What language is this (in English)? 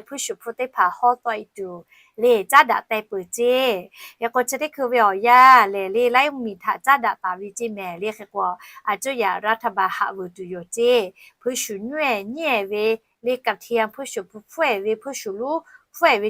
Lahu